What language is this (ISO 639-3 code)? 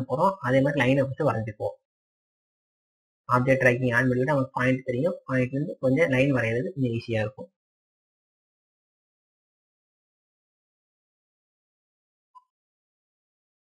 tam